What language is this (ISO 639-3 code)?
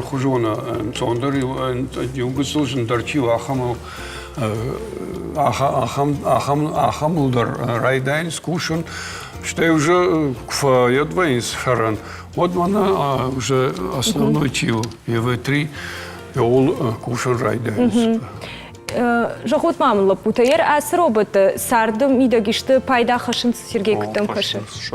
oss